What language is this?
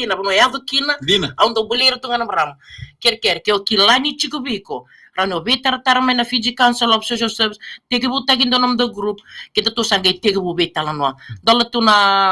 Fijian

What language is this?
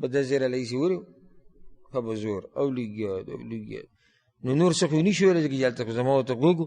Pashto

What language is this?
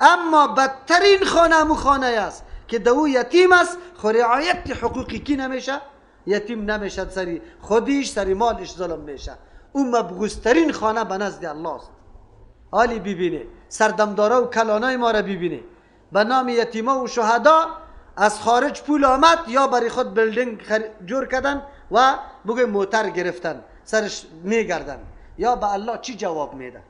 Persian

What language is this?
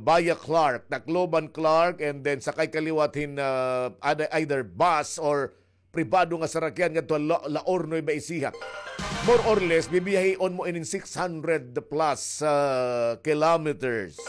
Waray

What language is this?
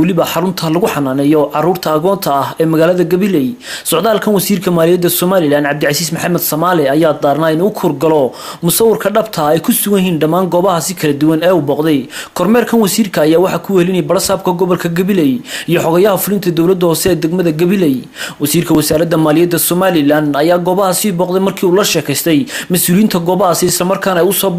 Somali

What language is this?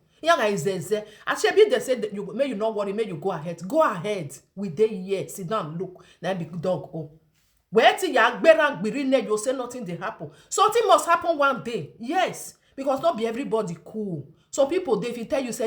Nigerian Pidgin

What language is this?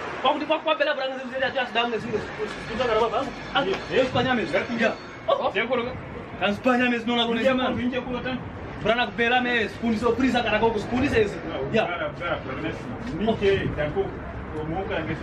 Kwangali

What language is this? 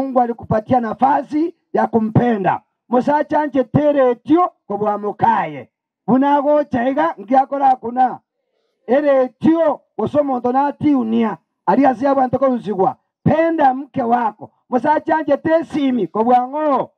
Gusii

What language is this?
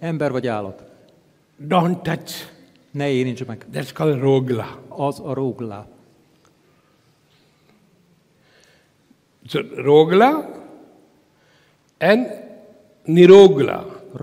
Hungarian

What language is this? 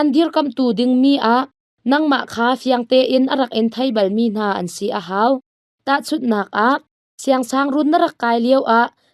Hakha Chin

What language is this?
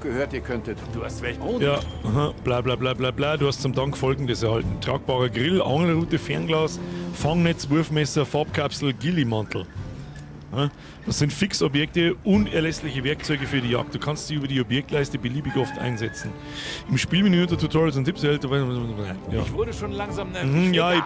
Bavarian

